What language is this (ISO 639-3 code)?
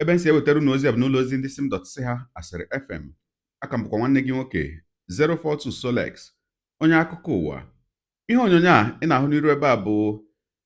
ibo